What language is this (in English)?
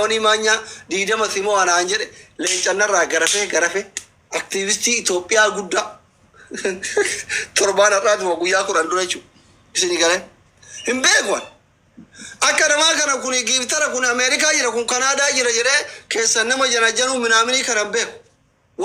Oromo